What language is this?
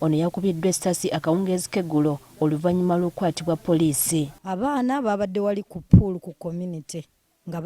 Ganda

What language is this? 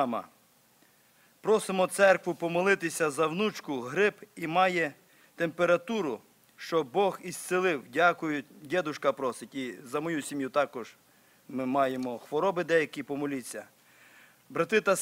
Ukrainian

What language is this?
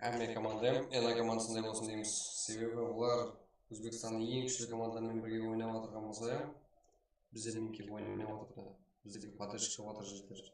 Kara-Kalpak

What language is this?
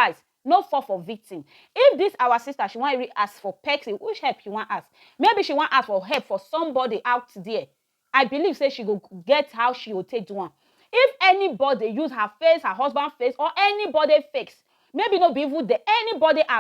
Nigerian Pidgin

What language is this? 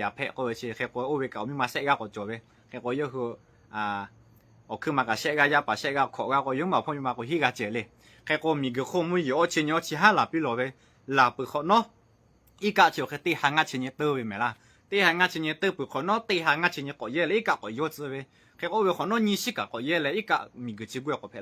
Lahu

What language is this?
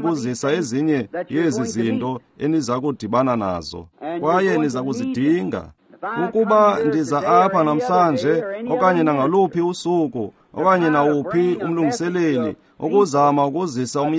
Xhosa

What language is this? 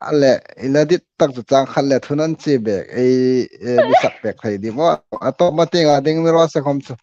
Hmar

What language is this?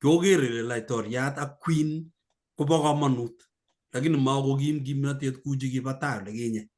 Kalenjin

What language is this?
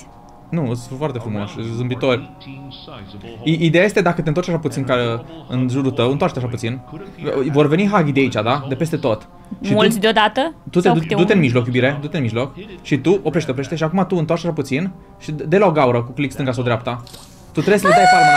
Romanian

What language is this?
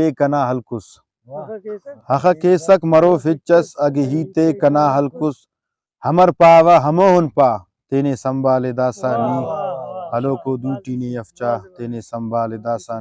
Brahui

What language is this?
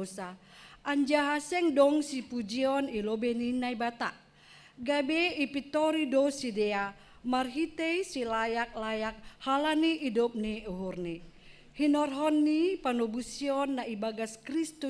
Batak Simalungun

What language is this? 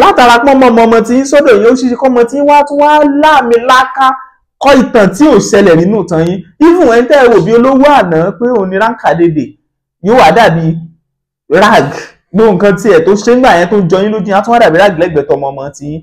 Yoruba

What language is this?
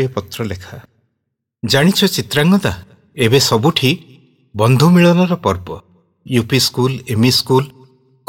Odia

